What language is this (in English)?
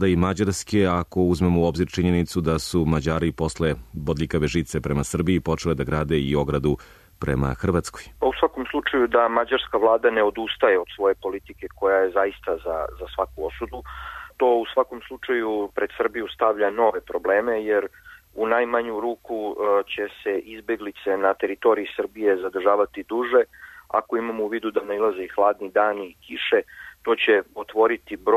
Serbian